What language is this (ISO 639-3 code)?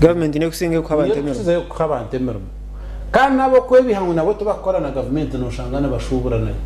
nyn